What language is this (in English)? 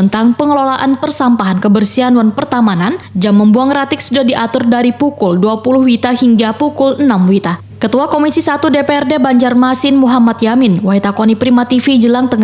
Banjar